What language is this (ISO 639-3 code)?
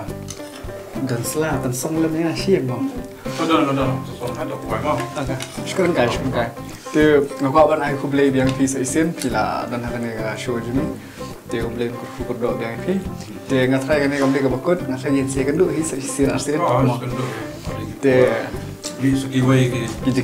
kha